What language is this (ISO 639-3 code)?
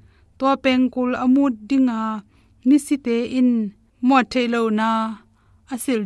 ctd